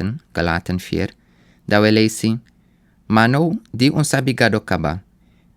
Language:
Sranan Tongo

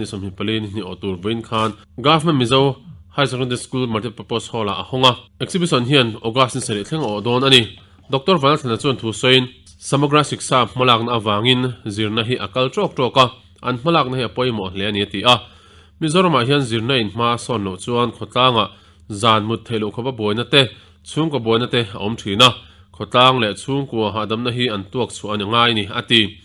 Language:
Mizo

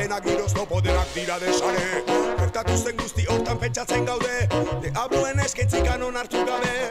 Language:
Basque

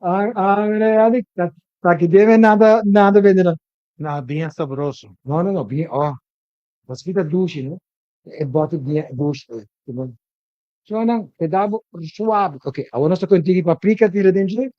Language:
Papiamento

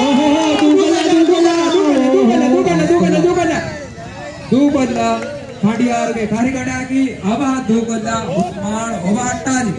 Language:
Divehi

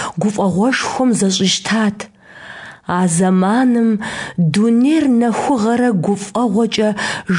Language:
Kabardian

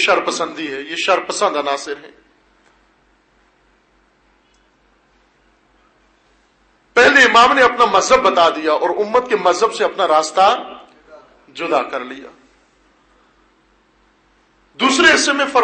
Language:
Urdu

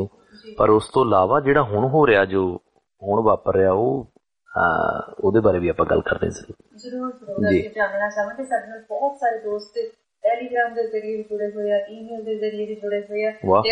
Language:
Punjabi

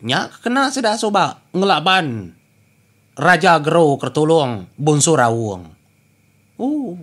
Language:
Iban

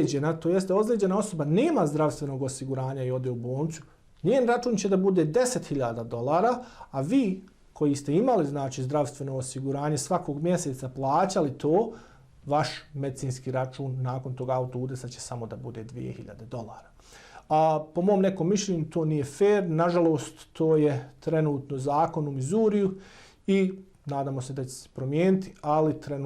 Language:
Bosnian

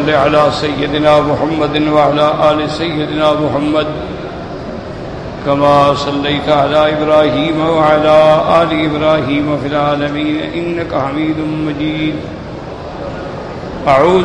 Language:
Urdu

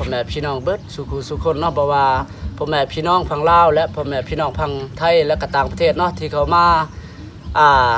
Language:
Lao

